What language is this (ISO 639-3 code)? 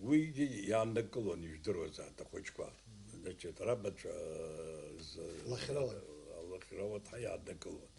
abk